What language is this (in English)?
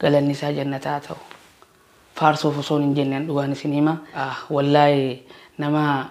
Oromo